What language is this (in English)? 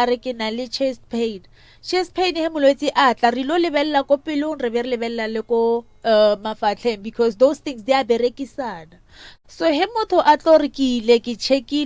Northern Sotho